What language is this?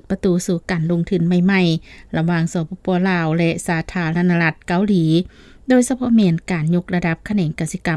Lao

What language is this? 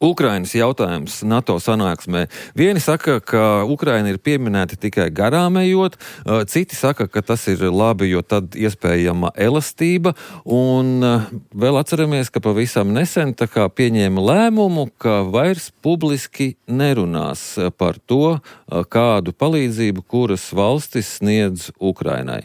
Latvian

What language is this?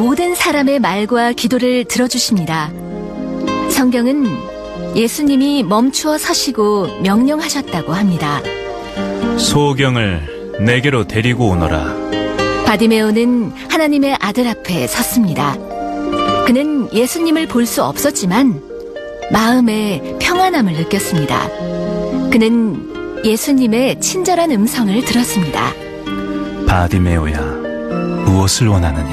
Korean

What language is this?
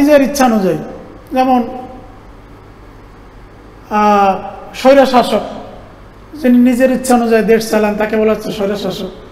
Bangla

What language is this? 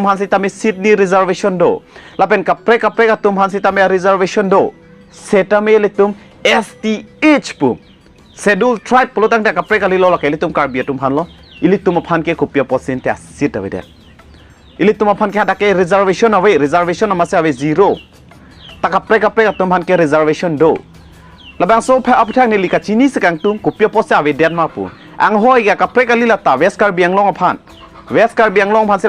Karbi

